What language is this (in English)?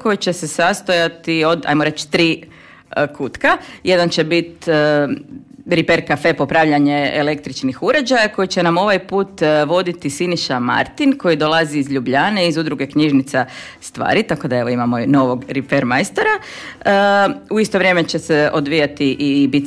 Croatian